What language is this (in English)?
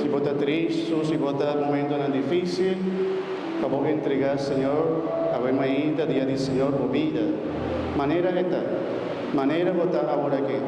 Papiamento